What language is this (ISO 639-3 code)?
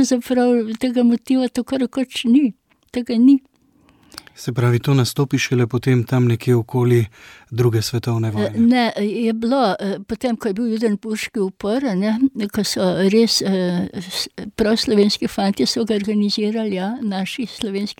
slv